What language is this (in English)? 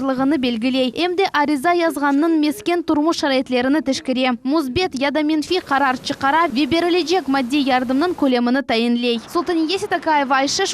Crimean Tatar